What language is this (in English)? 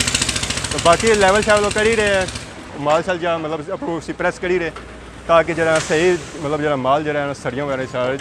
Pahari-Potwari